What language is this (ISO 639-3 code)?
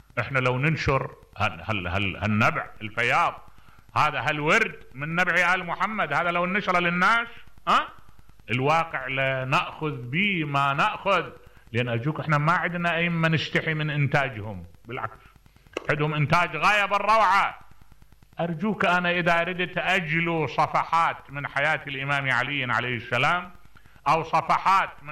acm